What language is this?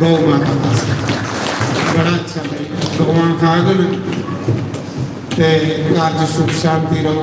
Dogri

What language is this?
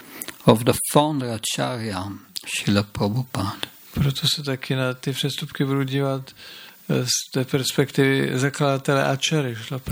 Czech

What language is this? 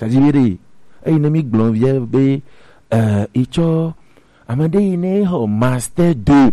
Gen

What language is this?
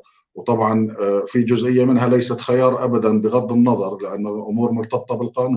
North Levantine Arabic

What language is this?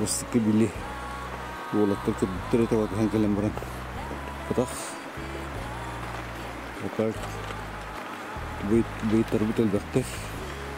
Kazakh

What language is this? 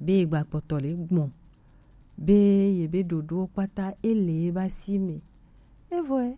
Gen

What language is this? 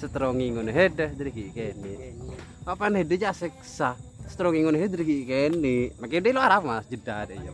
Madurese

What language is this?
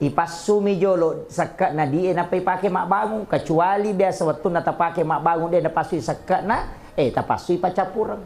Buginese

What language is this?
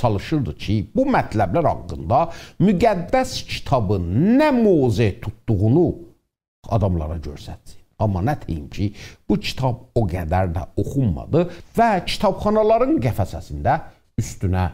South Azerbaijani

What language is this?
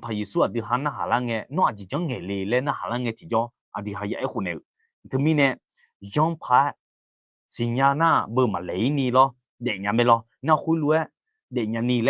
Akha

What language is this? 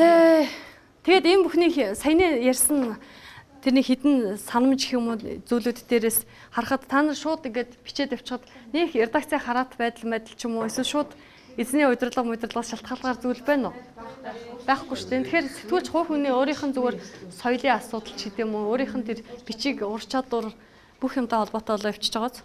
Mongolian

